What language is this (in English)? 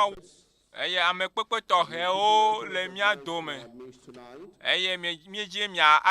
Ewe